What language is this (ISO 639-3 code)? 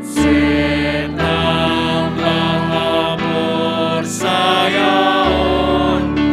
bts